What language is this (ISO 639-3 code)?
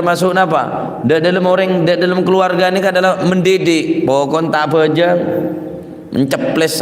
mad